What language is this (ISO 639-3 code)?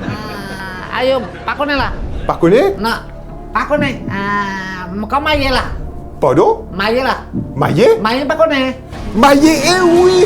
mfe